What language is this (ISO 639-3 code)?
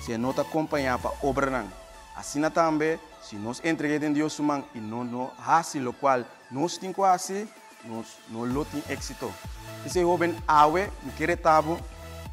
pap